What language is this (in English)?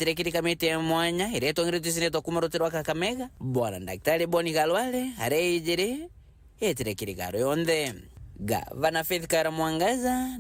Meru